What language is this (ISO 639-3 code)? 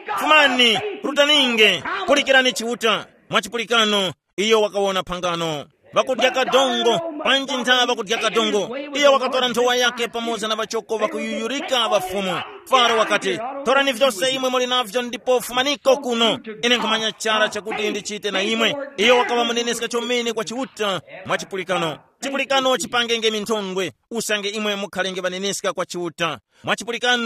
tum